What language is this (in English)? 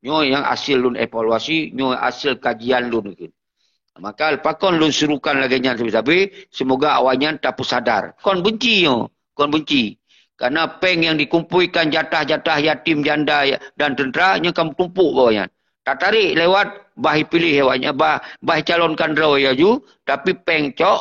Achinese